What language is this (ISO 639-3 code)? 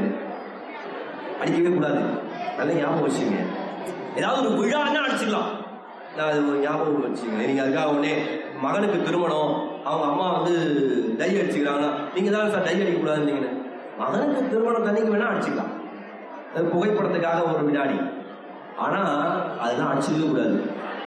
tam